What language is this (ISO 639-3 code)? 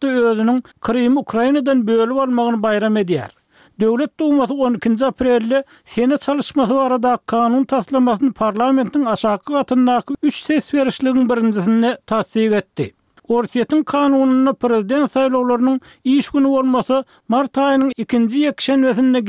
tuk